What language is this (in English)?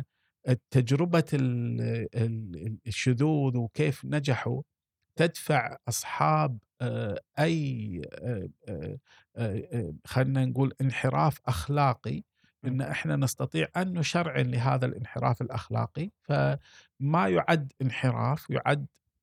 Gulf Arabic